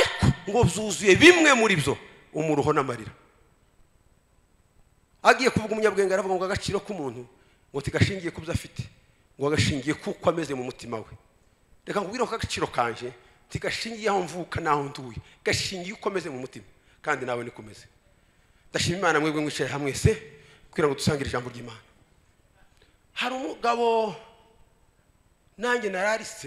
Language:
Kinyarwanda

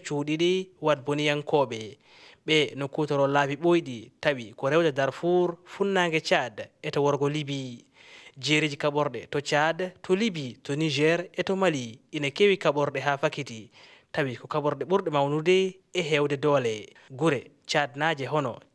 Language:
Fula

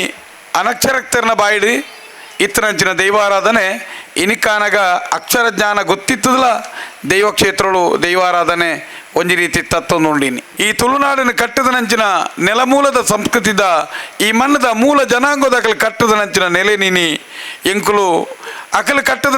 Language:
Tulu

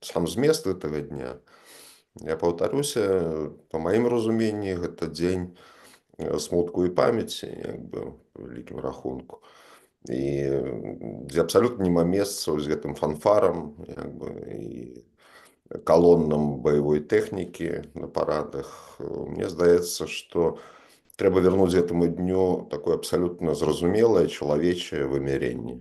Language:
Belarusian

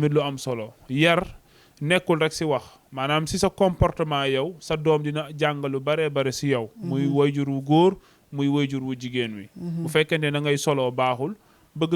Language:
Wolof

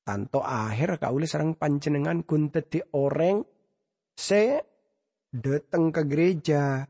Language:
Madurese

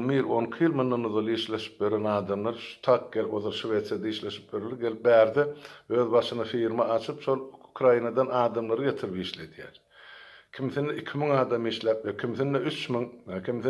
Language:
Turkmen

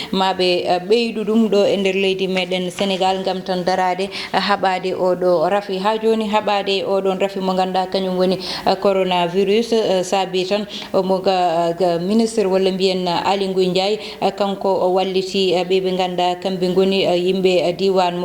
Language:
Fula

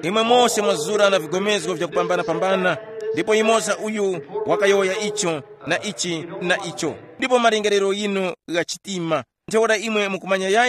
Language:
Tumbuka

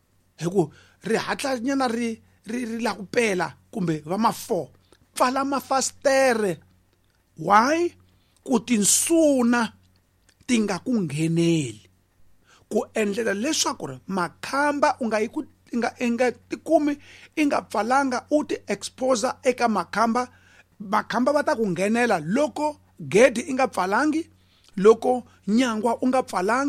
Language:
Tsonga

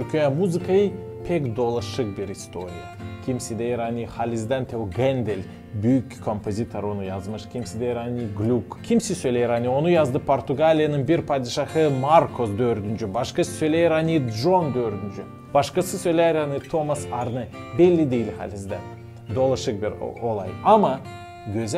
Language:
Gagauz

